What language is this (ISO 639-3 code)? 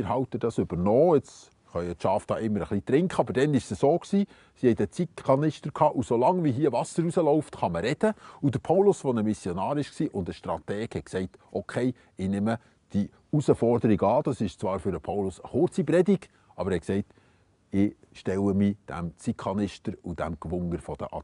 gsw